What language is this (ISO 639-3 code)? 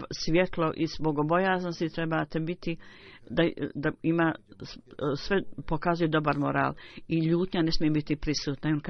bos